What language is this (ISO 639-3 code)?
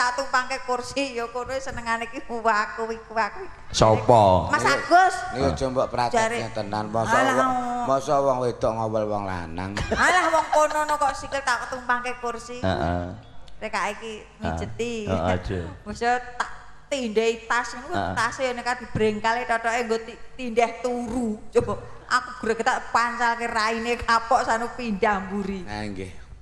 jav